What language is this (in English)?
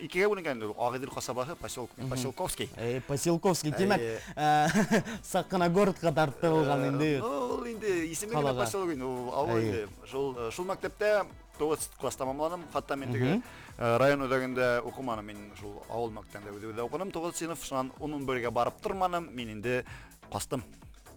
Bashkir